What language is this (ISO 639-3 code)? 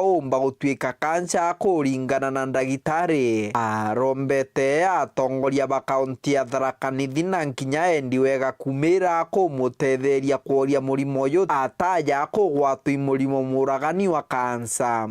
mer